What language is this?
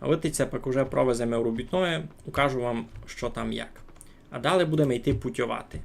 Rusyn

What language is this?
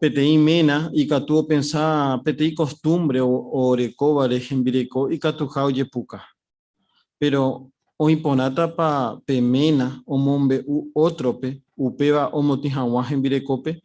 Guarani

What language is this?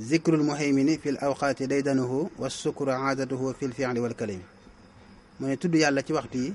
Wolof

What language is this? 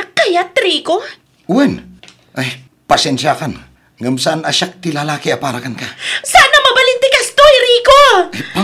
Iloko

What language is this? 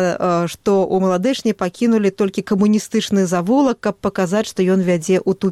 Belarusian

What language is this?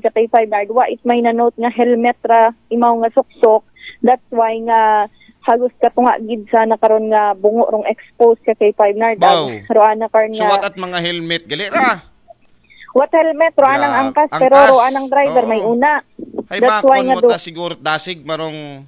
Aklanon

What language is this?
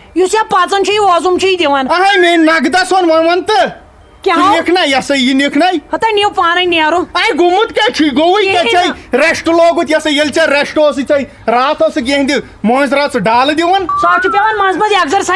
Kashmiri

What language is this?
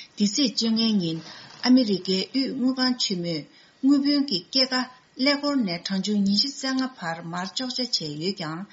Tibetan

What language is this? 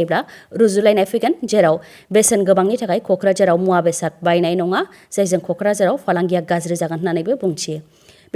Bodo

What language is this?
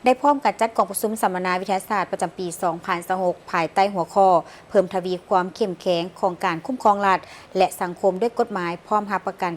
Lao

